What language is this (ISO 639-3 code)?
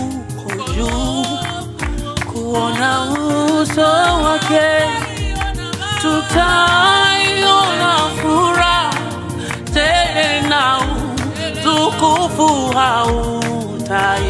swa